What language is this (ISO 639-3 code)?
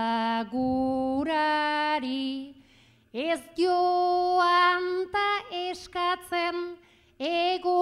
eus